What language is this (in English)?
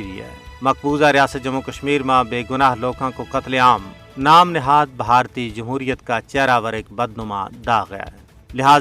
Gujari